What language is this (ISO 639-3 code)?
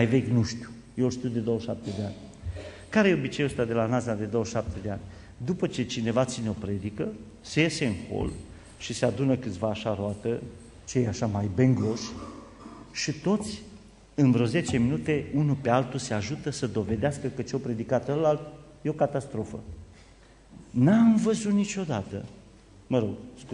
ron